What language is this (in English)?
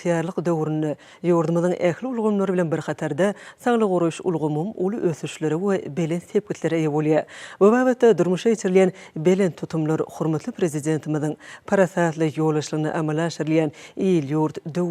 Turkmen